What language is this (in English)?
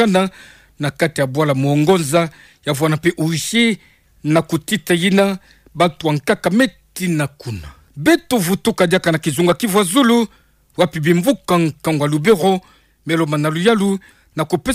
Kituba (Democratic Republic of Congo)